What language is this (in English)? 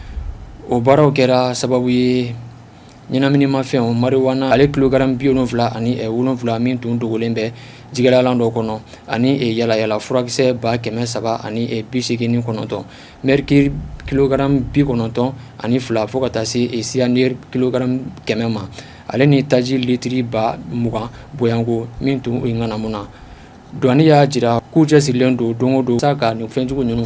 Bambara